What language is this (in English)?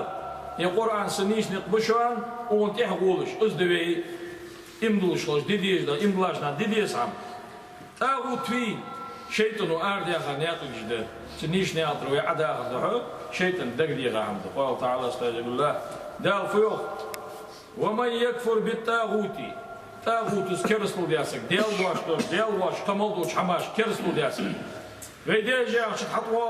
Ingush